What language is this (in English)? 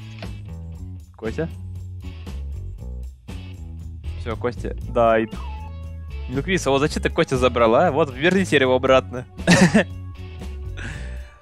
Russian